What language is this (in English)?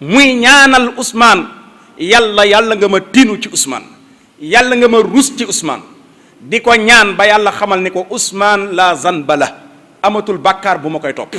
Wolof